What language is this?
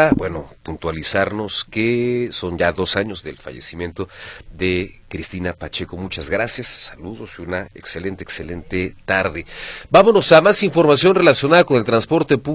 Spanish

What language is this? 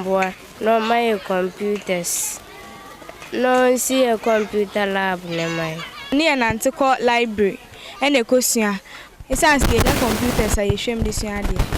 Akan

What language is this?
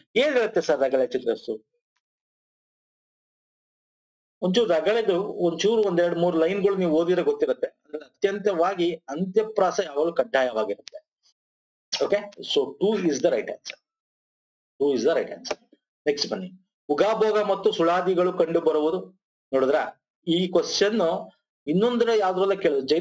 Kannada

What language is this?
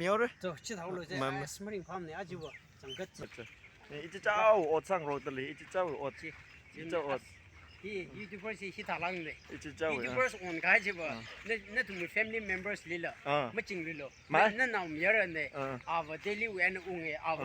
Tangkhul Naga (India)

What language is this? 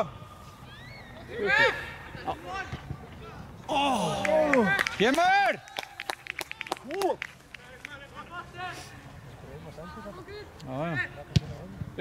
Icelandic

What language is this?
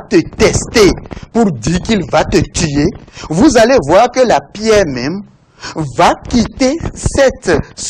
French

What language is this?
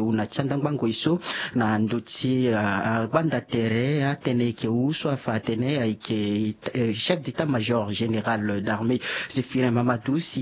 Sango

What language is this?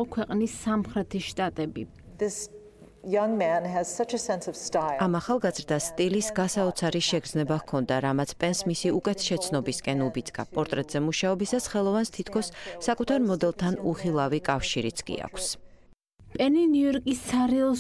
Georgian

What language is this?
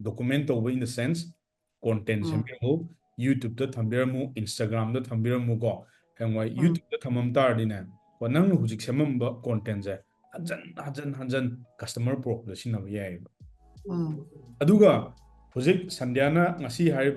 Manipuri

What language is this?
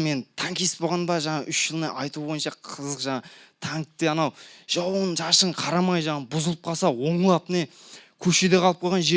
Kara-Kalpak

